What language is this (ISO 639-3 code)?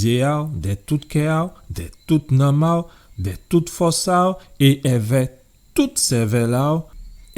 gcf